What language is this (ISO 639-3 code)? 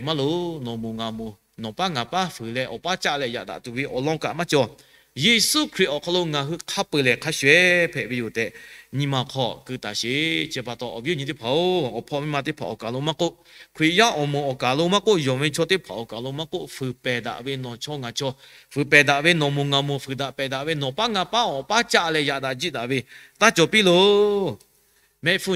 lhu